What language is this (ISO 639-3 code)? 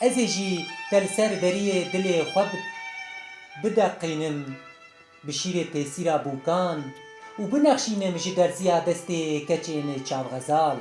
kur